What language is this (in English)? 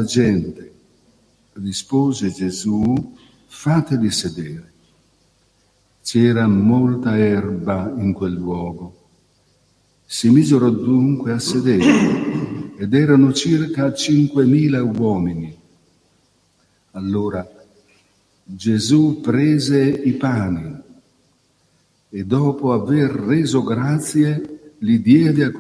Italian